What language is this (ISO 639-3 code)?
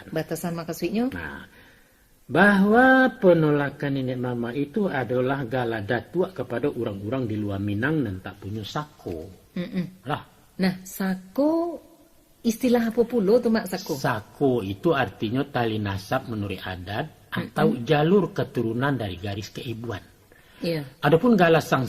min